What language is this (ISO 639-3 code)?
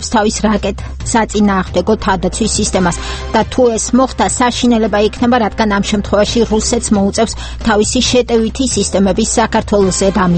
kat